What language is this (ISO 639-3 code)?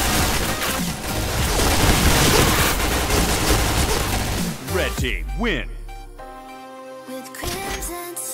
tha